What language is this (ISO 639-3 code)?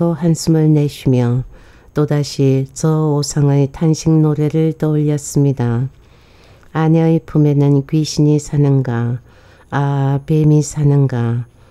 kor